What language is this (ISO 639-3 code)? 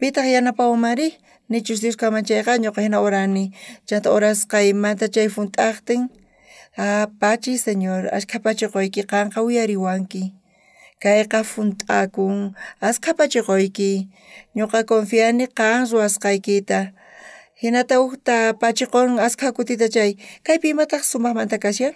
quh